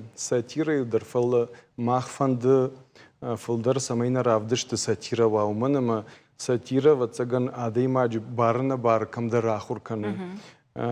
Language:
Ossetic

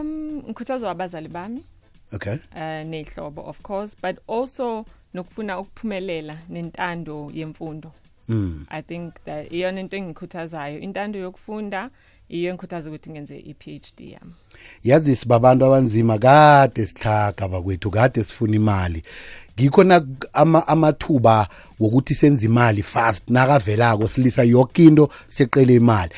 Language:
South Ndebele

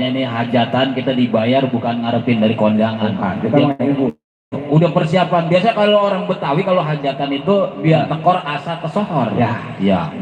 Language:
Betawi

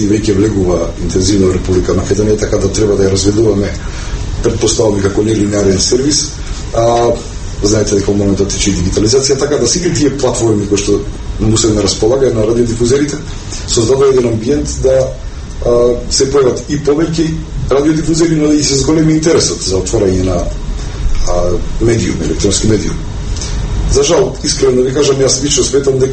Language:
Macedonian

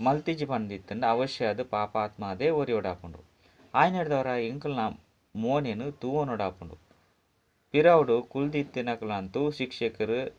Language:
Tulu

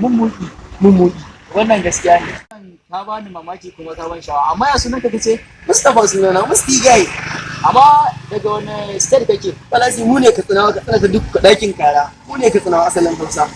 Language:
Hausa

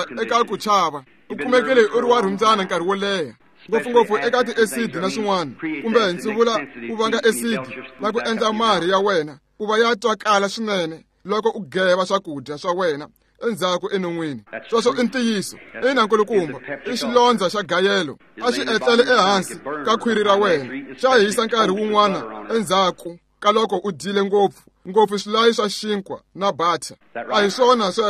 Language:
Tsonga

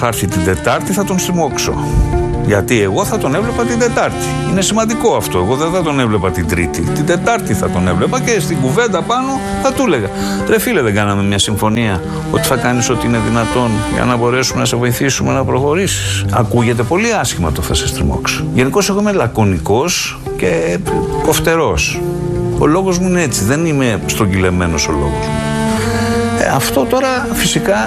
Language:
Greek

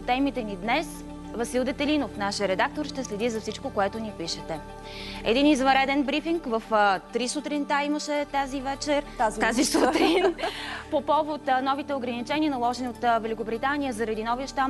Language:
Bulgarian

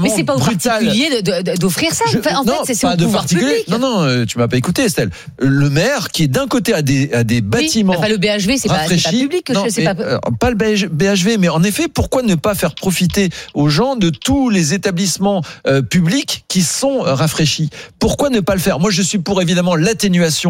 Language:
French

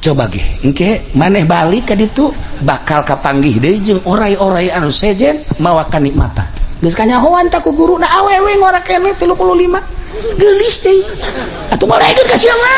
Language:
Sundanese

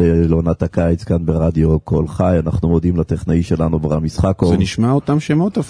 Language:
Hebrew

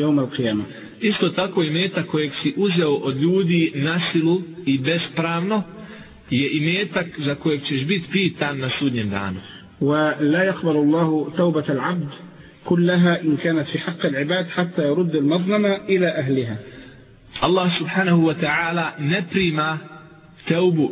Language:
Bosnian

